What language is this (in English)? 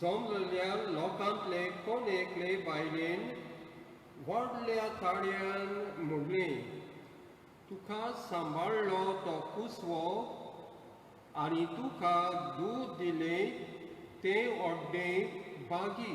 Konkani